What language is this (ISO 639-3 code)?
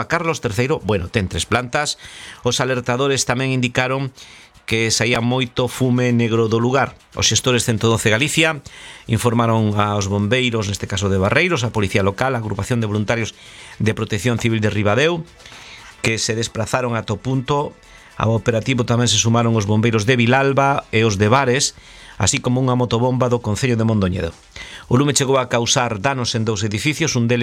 glg